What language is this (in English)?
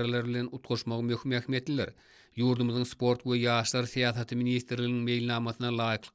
Turkmen